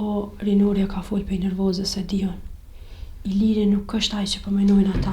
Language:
Albanian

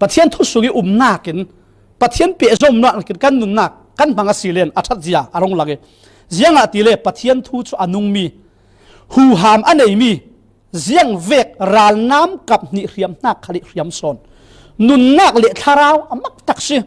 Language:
Falam Chin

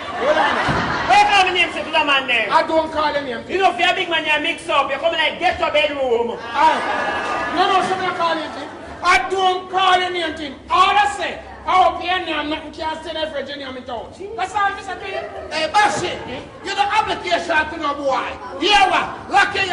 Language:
Jamaican Creole English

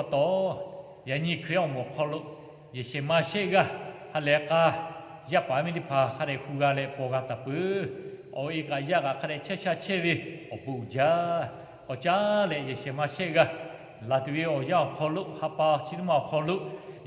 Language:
Lahu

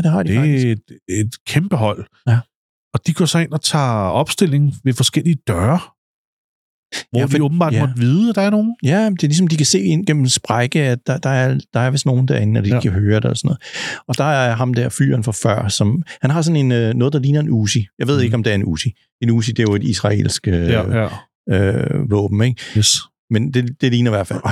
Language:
Danish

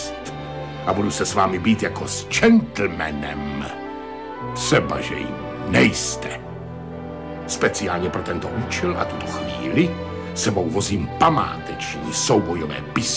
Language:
Czech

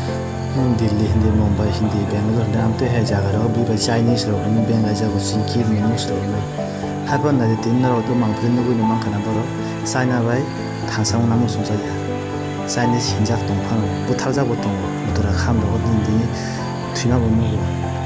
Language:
Kok Borok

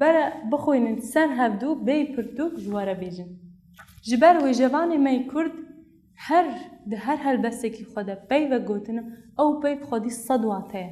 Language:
Kurdish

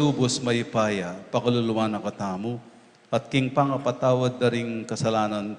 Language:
Pampanga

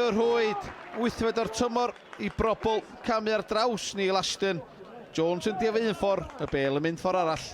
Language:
Welsh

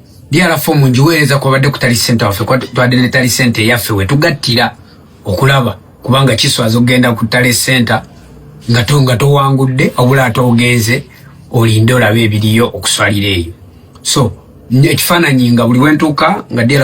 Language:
Ganda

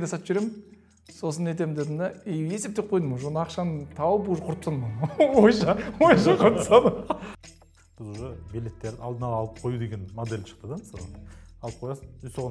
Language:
Kazakh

